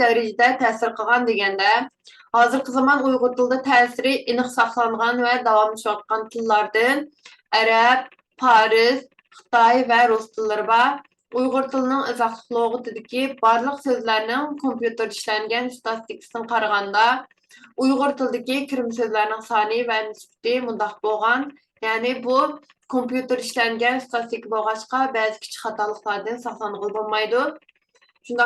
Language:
Uyghur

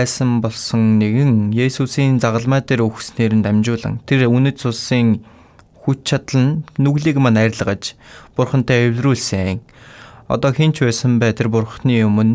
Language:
Mongolian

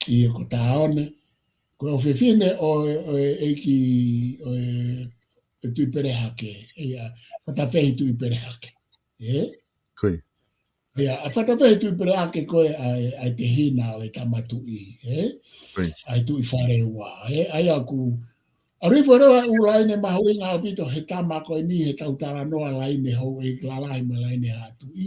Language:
Tongan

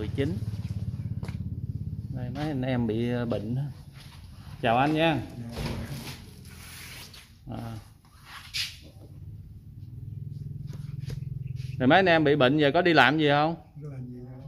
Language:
Vietnamese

